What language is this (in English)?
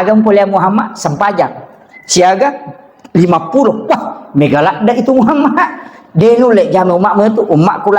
Buginese